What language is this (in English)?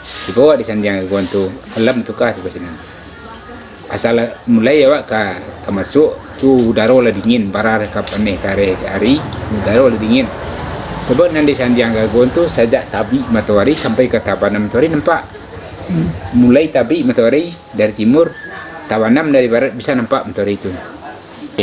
Minangkabau